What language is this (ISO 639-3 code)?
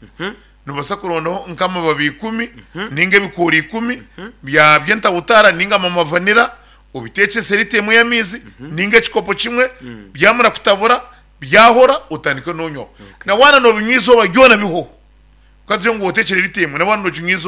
nyn